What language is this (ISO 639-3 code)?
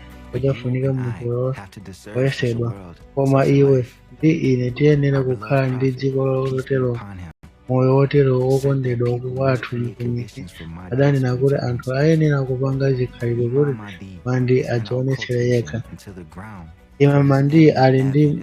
nya